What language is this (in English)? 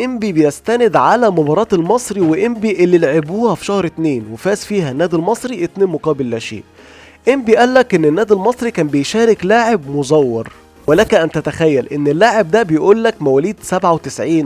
Egyptian Arabic